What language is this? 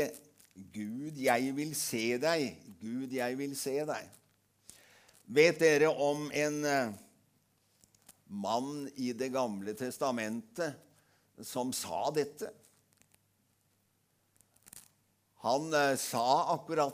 Norwegian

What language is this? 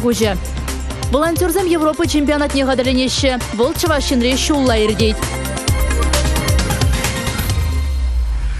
Chuvash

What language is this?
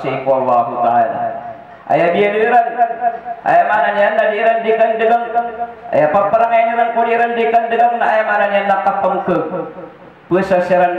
Maranao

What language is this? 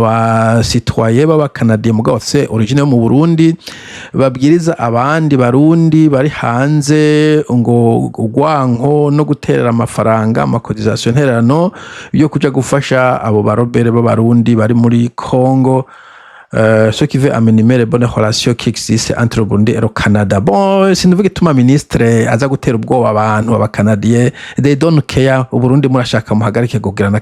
Rundi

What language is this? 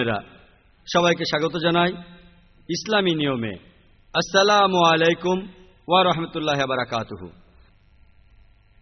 Bangla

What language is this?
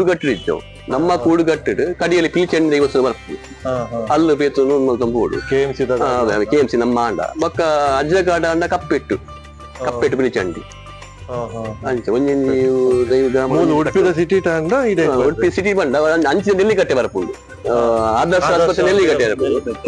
Tulu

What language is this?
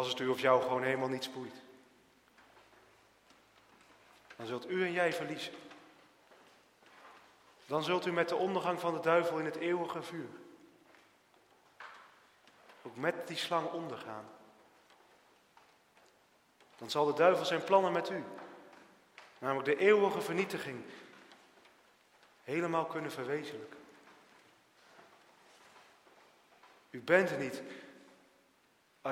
Dutch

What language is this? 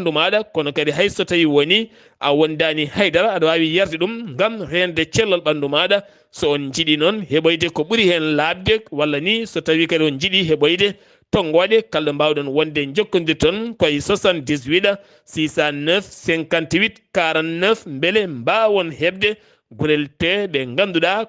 Fula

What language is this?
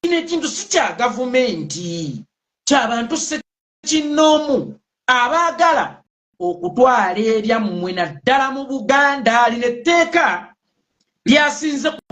Ganda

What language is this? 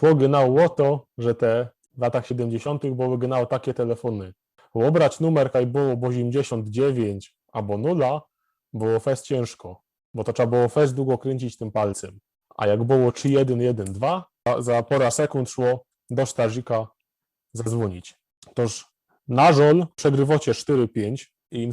Silesian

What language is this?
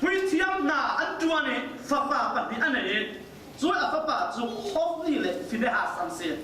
Falam Chin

